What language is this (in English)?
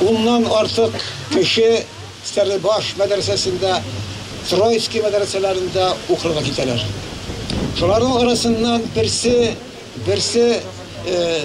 Bashkir